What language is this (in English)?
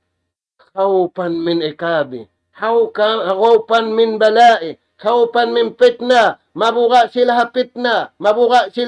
Tausug